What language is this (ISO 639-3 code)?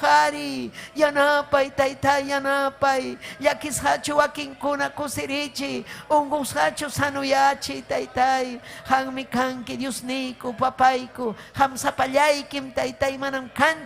quy